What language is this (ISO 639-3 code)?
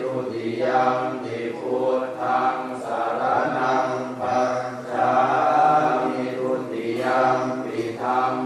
pli